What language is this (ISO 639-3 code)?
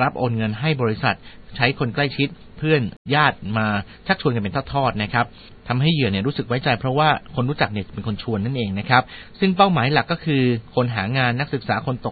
tha